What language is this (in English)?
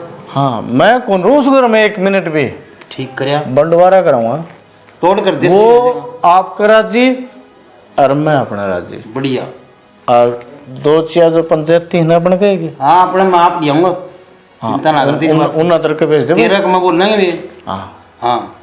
Haryanvi